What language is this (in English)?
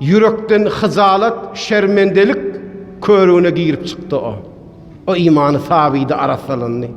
Turkmen